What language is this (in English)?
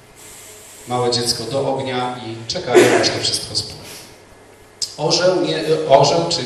Polish